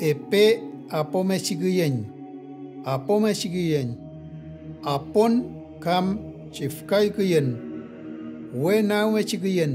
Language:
Mapuche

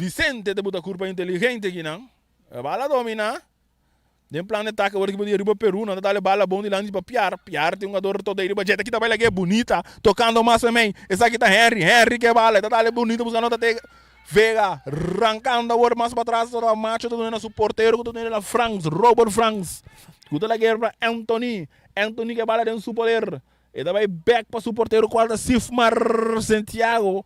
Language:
Papiamento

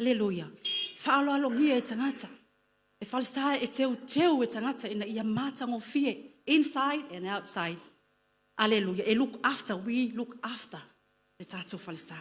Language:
Samoan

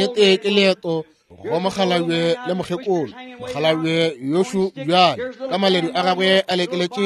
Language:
Northern Sotho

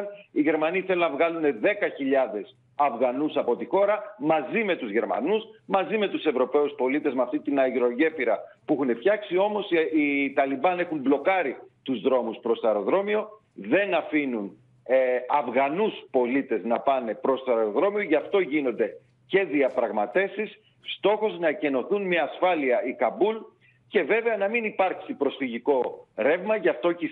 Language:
Greek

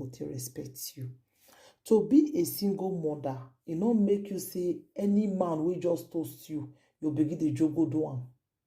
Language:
Nigerian Pidgin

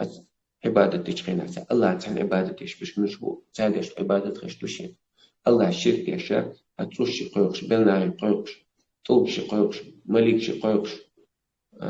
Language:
Chechen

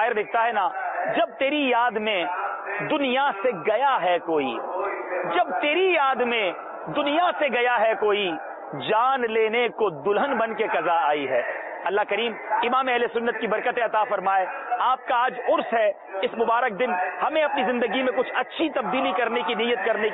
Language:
Urdu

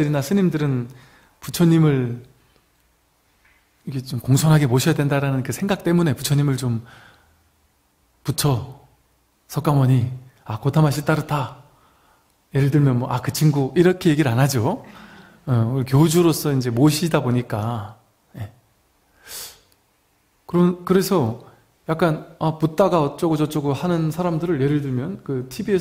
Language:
Korean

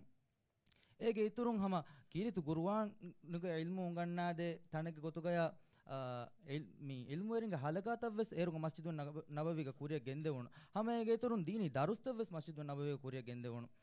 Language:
Divehi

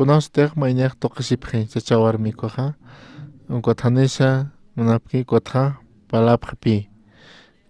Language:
Aymara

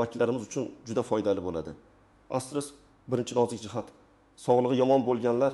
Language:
Uzbek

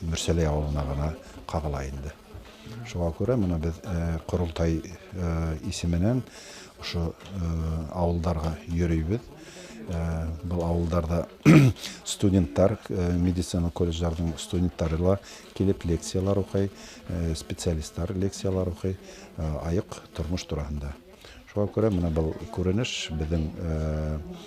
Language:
Bashkir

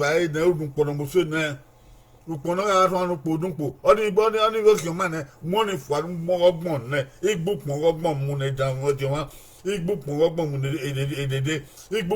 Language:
Bini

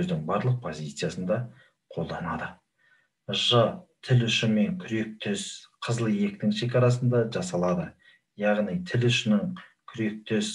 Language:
Kazakh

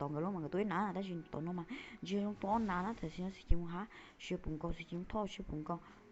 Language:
Hmong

